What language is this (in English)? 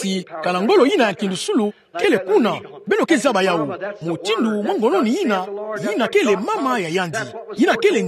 Kituba (Democratic Republic of Congo)